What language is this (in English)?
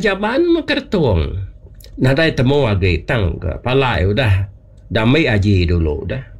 Iban